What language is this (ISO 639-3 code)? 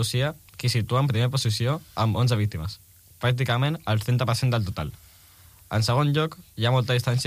cat